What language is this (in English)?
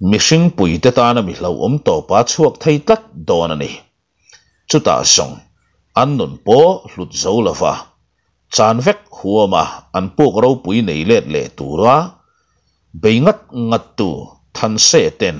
Mizo